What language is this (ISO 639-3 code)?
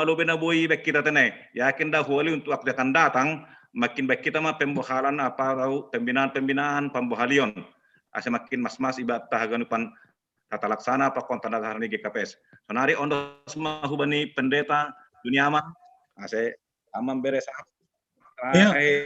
bts